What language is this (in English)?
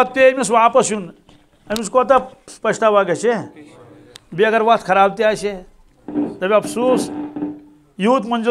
Kashmiri